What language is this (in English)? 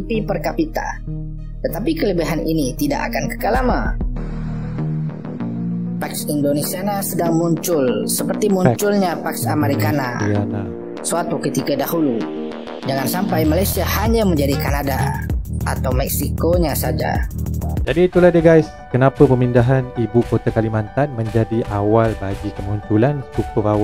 Malay